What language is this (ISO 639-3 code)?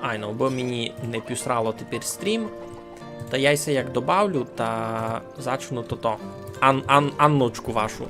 rue